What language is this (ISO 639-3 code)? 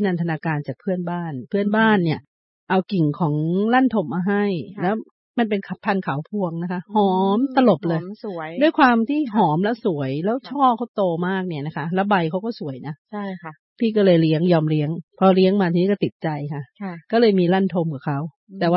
tha